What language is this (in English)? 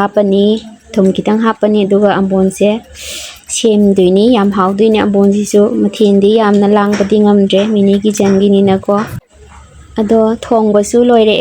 Manipuri